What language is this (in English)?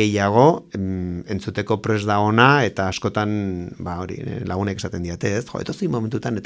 Basque